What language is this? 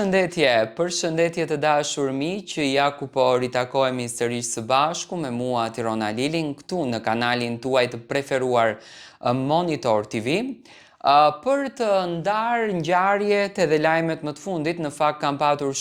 Albanian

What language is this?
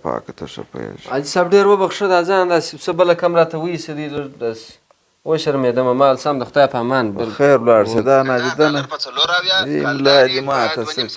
Pashto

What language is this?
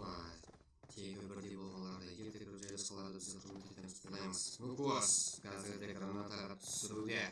Kara-Kalpak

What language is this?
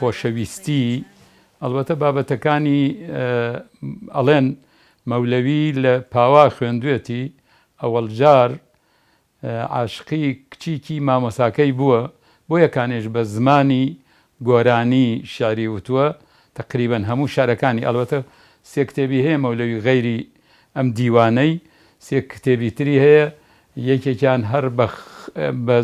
Central Kurdish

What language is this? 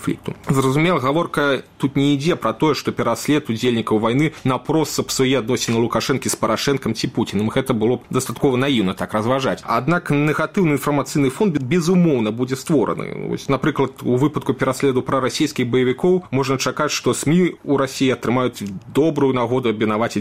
Belarusian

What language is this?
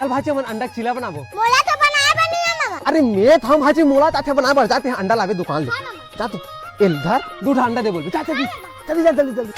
Chhattisgarhi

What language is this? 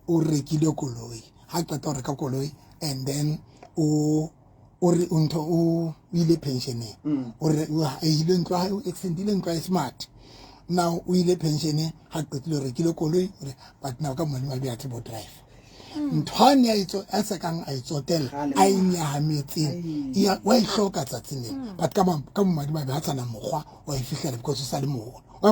Southern Sotho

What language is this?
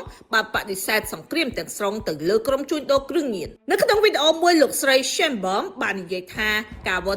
Khmer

